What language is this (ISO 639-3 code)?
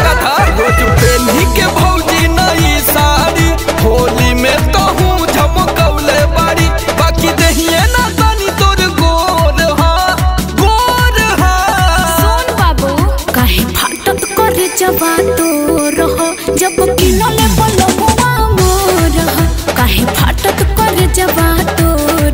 bho